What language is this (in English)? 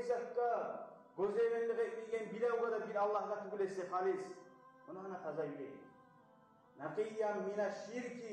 Kumyk